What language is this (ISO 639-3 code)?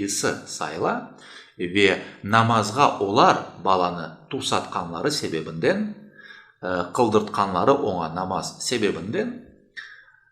crh